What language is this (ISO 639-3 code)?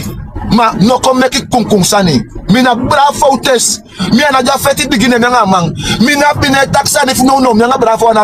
srn